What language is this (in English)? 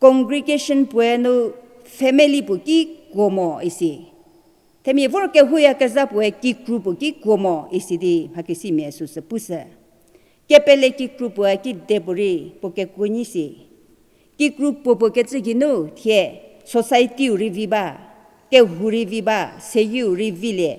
Angami Naga